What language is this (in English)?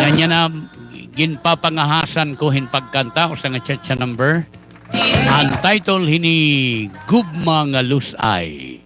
Waray